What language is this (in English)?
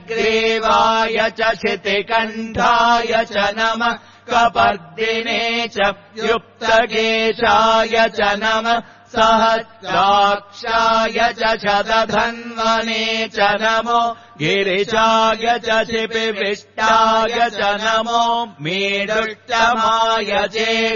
Sanskrit